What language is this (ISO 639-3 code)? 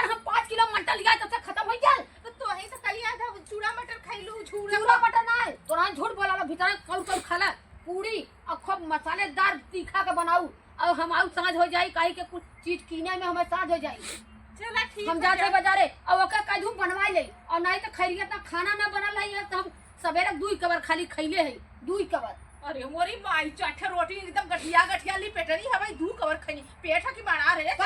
awa